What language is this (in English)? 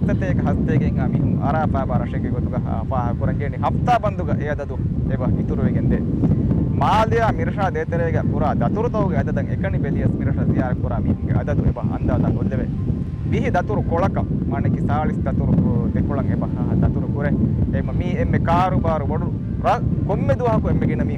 Divehi